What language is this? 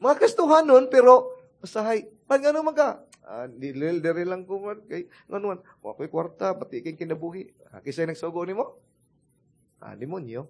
Cebuano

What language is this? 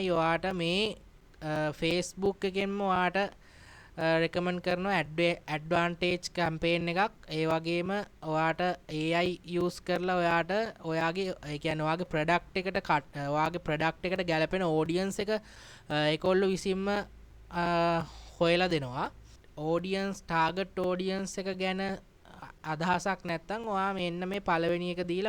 Sinhala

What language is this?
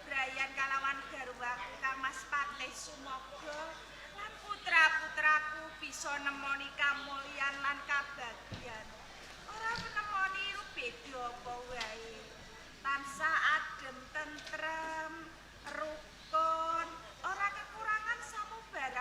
Javanese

